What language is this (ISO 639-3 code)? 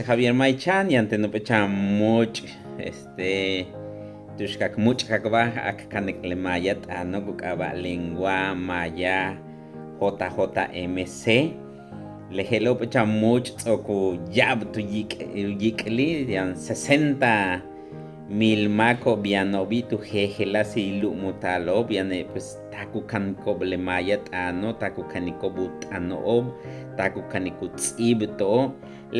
yua